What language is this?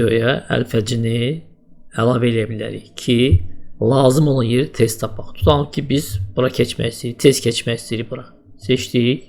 Azerbaijani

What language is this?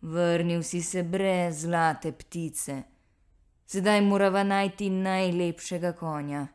Slovenian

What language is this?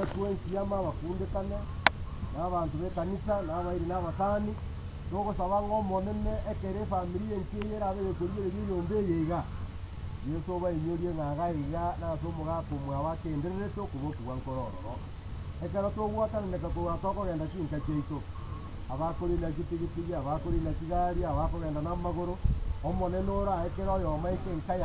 Gusii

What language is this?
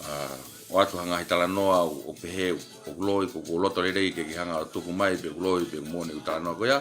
Tongan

